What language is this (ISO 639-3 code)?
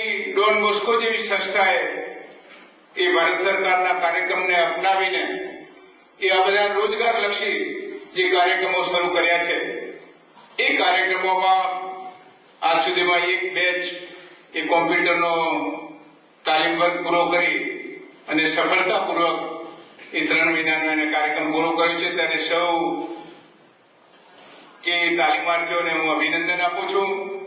guj